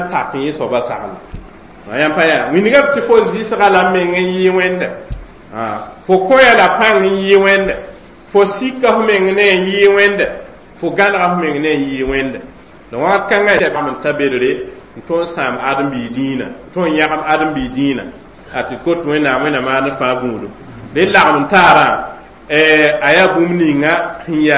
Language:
Mossi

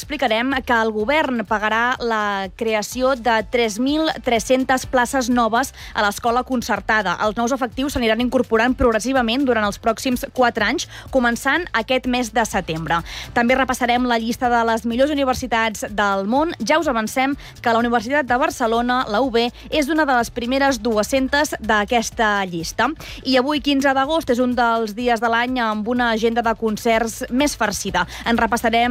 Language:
Catalan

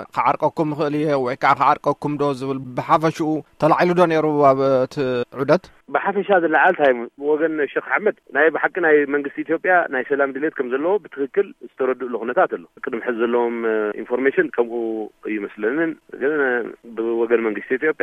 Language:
Tigrinya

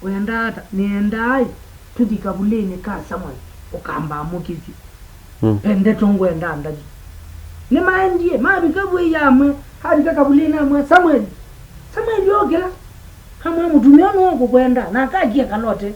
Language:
Kamba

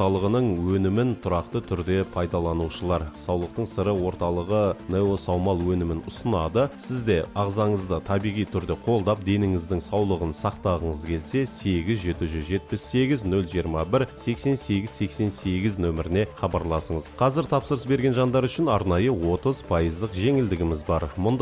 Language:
Kazakh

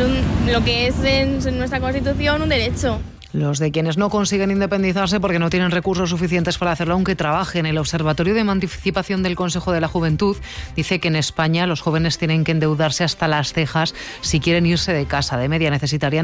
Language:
Spanish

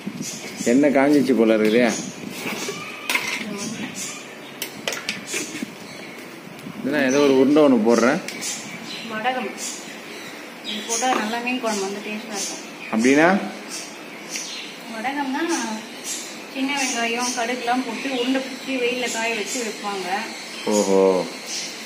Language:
Tamil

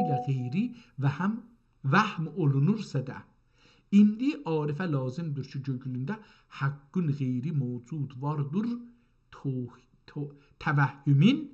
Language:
South Azerbaijani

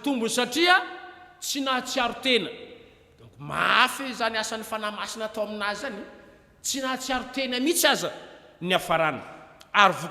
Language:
Malagasy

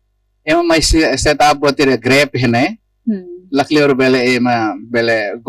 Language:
Tetum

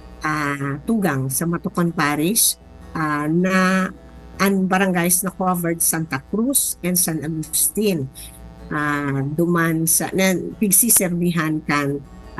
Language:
Bikol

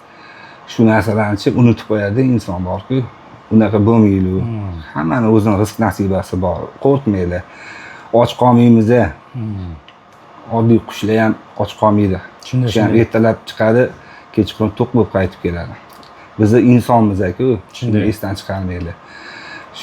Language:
Uzbek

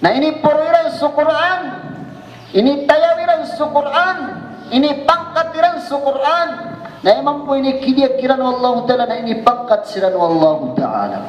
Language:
Maranao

